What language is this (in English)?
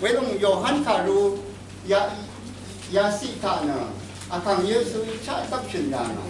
Rawang